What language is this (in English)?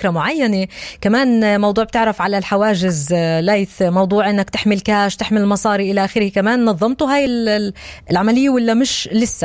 North Levantine Arabic